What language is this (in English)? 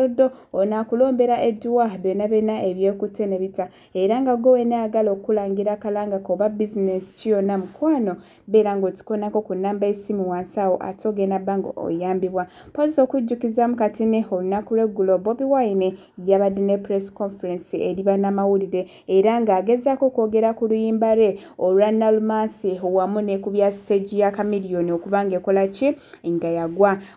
Ganda